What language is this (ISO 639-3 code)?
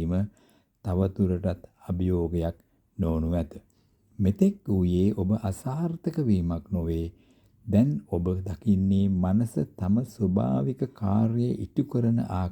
sin